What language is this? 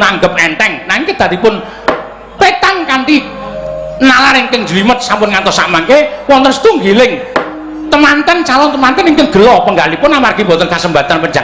Javanese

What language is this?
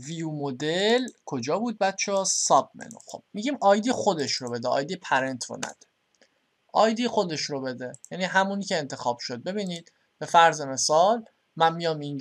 Persian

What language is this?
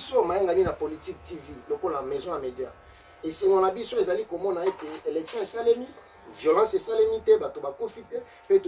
Lingala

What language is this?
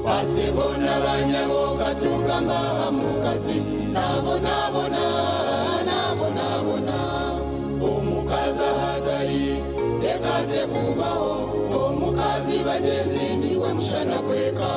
Nyankole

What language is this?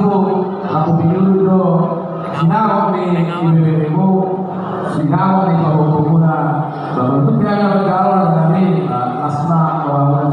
Batak Toba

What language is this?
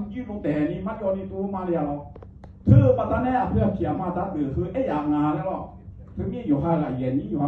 Akha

